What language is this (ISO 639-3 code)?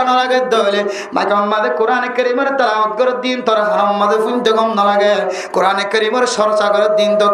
rhg